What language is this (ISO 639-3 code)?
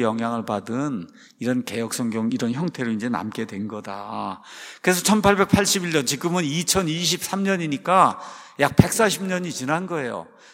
kor